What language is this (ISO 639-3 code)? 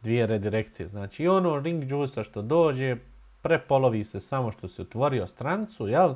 bos